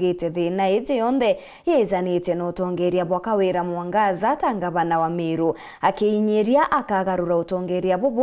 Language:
Meru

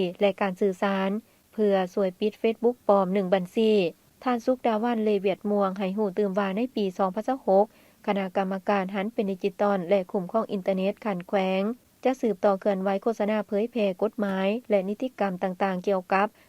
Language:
Lao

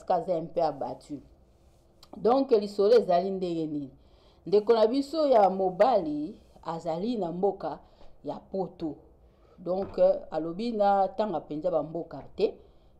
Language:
Lingala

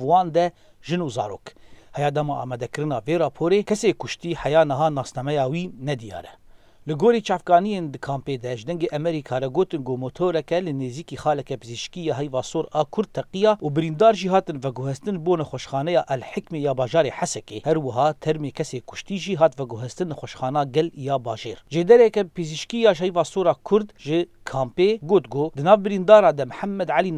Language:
Kurdish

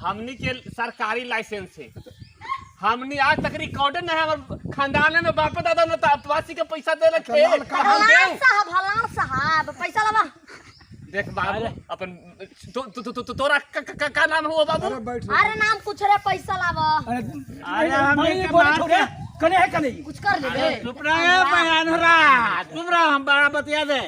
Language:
Magahi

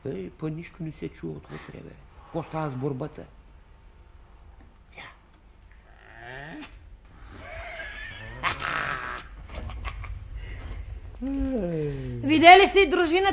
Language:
Bulgarian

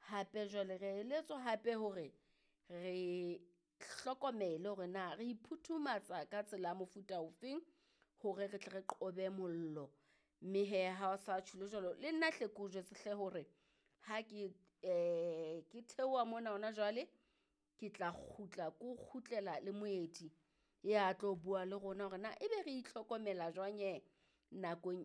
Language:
Southern Sotho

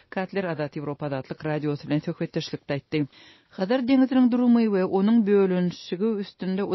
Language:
Turkmen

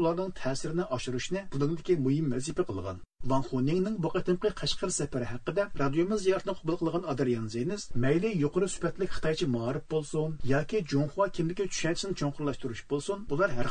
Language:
Uyghur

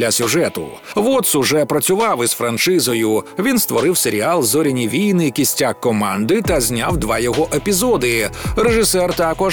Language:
Ukrainian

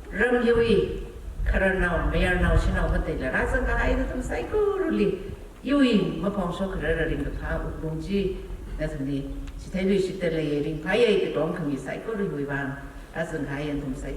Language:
Tangkhul Naga (India)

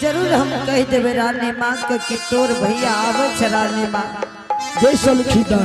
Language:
Angika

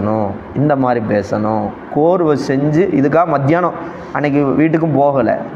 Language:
Tamil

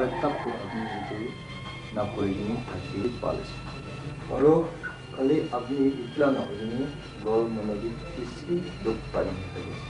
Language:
Naga Pidgin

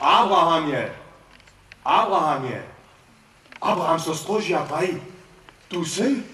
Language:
Upper Sorbian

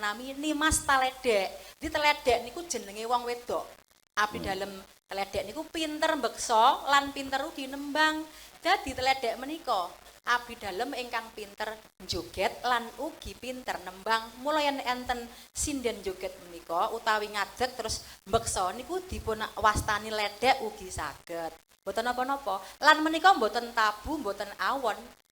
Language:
Javanese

